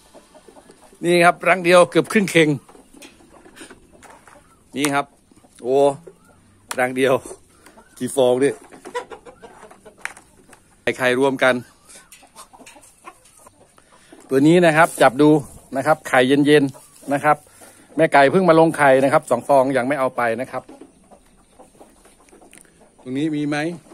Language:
Thai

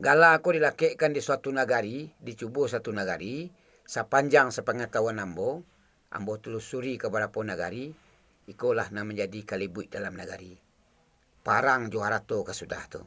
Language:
Minangkabau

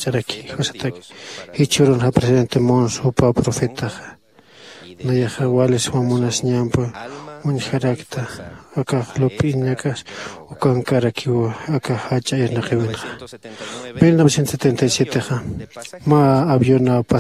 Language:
Aymara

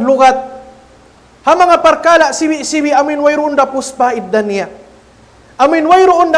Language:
Tausug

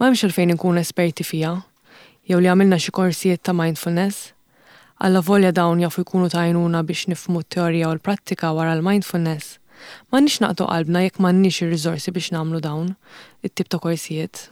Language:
Maltese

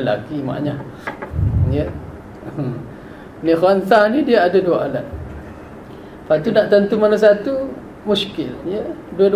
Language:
Malay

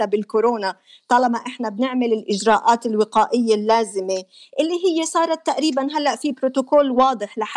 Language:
North Levantine Arabic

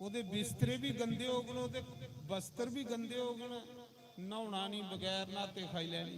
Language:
Dogri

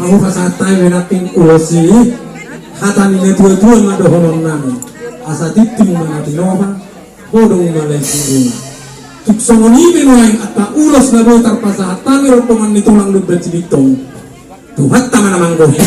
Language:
Batak Toba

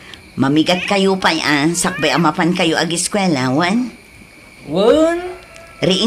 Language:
Iloko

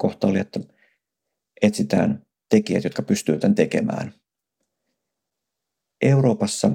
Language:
Finnish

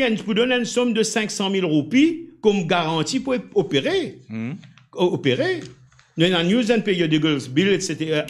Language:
Morisyen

